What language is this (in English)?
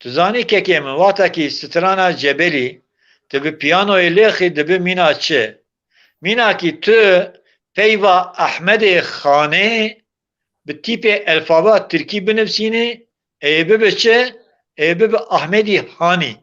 Kurdish